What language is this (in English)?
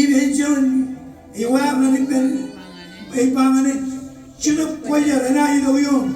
Marshallese